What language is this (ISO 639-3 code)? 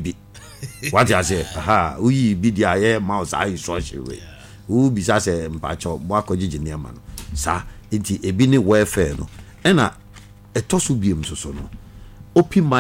aka